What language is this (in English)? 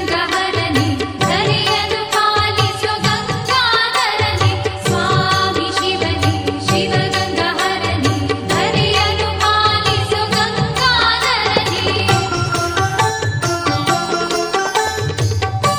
Kannada